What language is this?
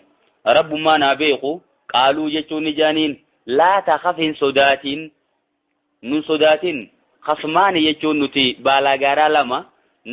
Oromo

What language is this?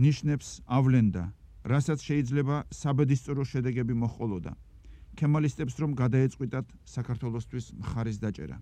Georgian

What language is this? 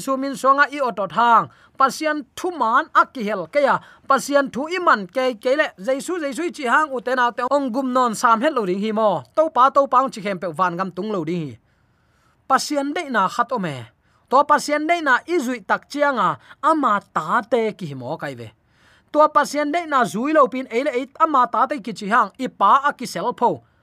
Tedim Chin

